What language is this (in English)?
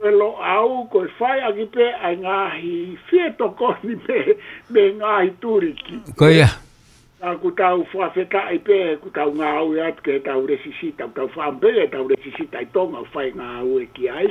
Tongan